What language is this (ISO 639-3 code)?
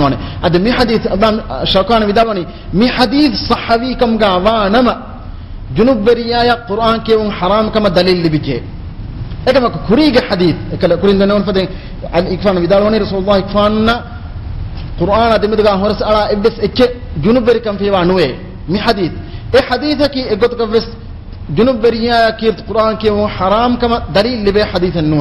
div